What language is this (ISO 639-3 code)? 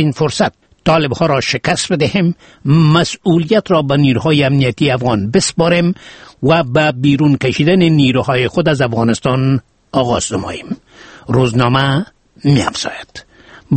fas